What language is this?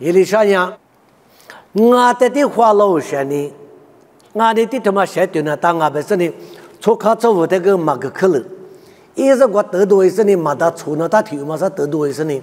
Lisu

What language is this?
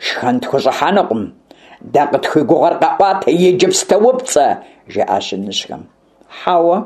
Kabardian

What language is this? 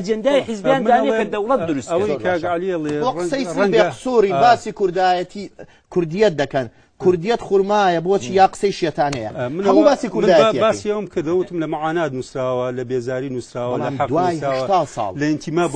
Central Kurdish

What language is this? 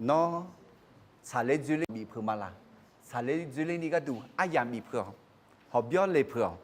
Akha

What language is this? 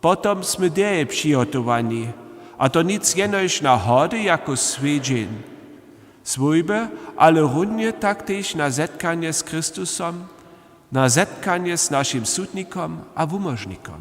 Upper Sorbian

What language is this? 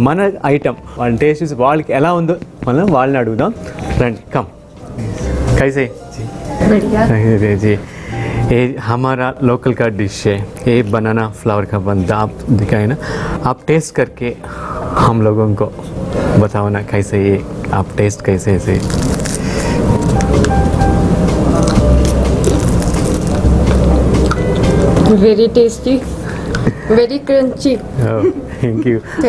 Telugu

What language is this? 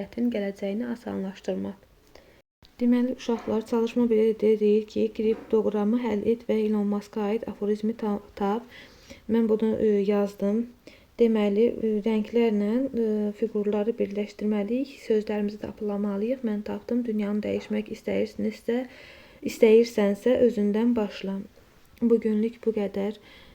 Azerbaijani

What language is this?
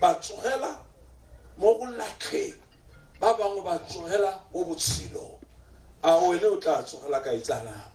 Tswana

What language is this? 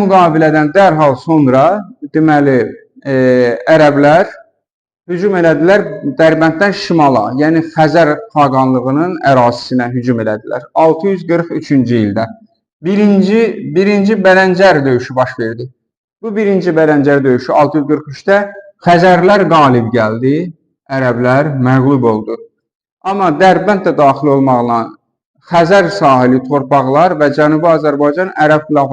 Azerbaijani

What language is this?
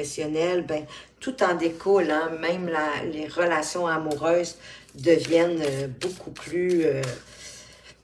French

